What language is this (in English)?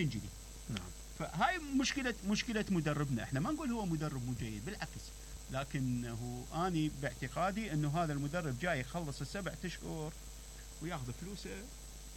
Mesopotamian Arabic